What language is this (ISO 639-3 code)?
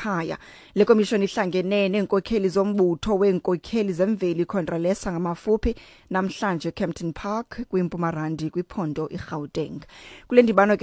xho